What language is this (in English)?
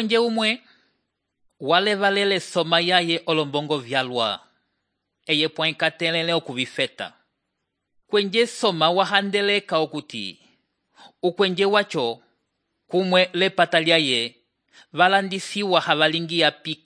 Umbundu